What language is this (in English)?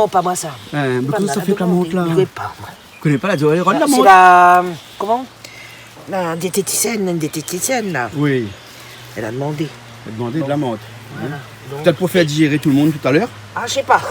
Réunion Creole French